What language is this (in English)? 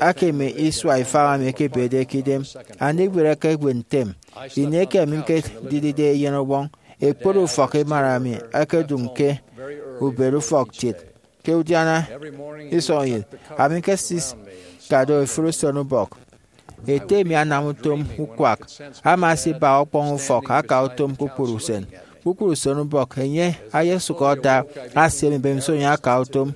Efik